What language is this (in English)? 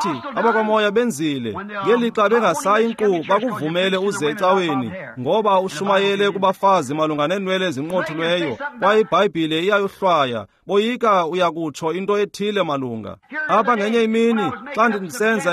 Xhosa